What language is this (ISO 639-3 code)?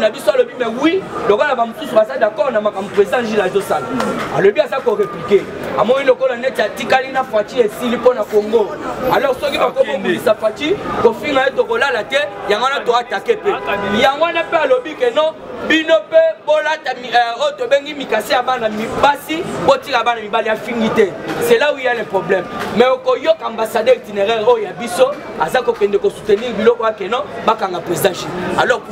lin